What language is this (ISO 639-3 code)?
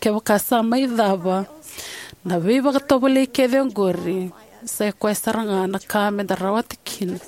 fij